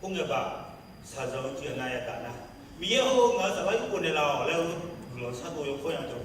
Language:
Akha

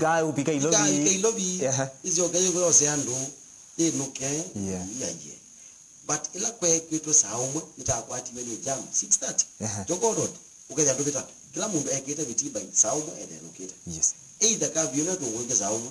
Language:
Kamba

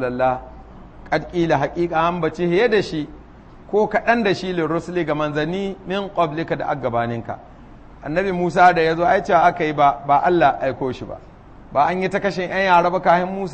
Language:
Hausa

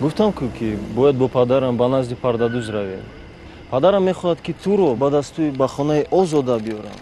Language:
Tajik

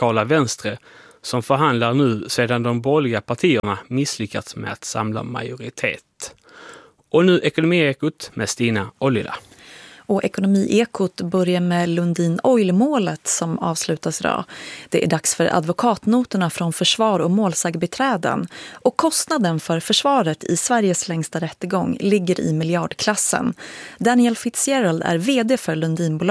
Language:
Swedish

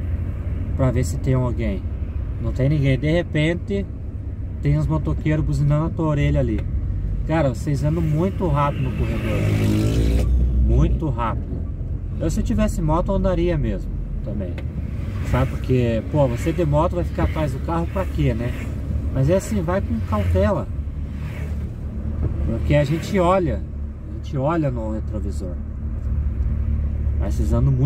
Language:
Portuguese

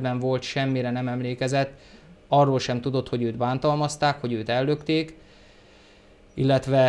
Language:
Hungarian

